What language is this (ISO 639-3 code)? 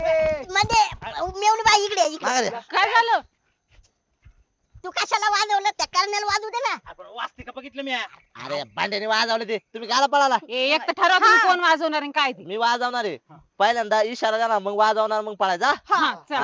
mar